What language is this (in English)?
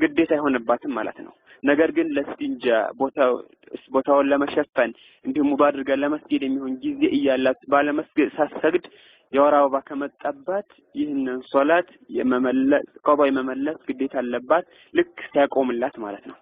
Amharic